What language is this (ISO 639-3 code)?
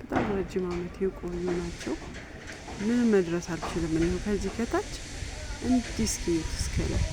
amh